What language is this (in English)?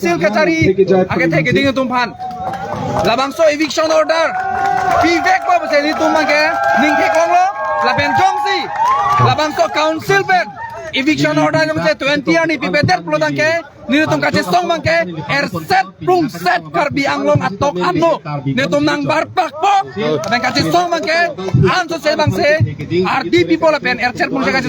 Karbi